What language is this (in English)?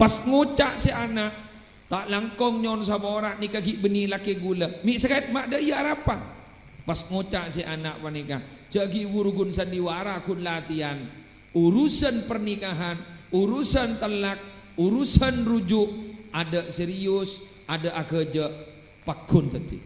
Madurese